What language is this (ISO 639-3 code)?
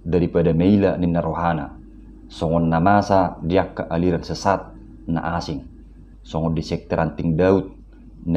bbc